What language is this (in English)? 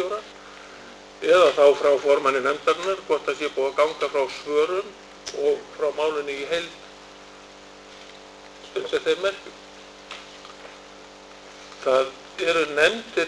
Icelandic